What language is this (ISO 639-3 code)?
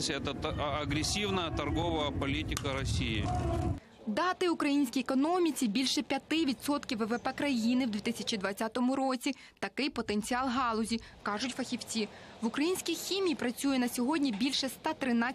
ukr